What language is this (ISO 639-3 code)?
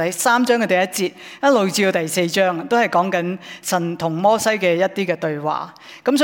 yue